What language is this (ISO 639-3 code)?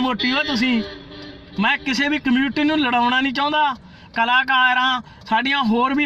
pan